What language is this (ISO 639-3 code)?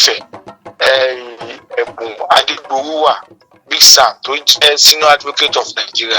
yor